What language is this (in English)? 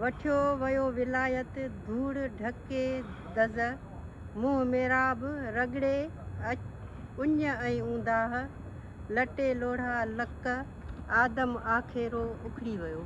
Sindhi